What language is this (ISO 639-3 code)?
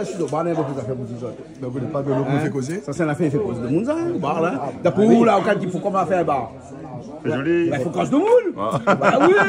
rcf